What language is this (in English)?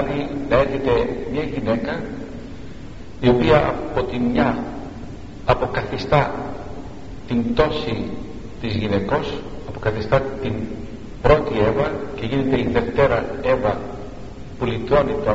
Greek